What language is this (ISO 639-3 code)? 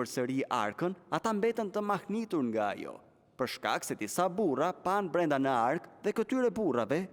sqi